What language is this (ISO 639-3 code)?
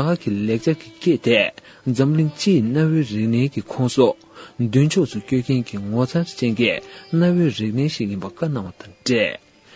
bod